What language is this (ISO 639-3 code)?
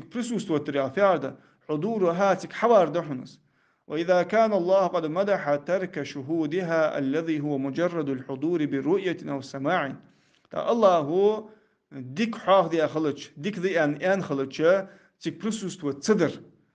inh